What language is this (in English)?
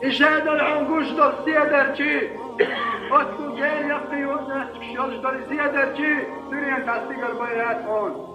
Chechen